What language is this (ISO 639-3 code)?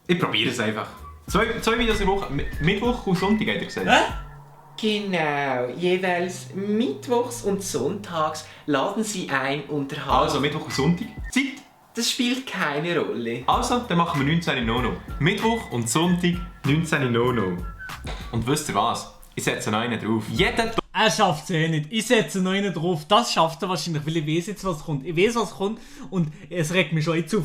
gsw